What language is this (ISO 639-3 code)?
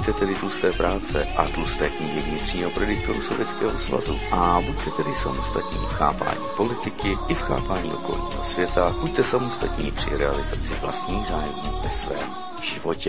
ces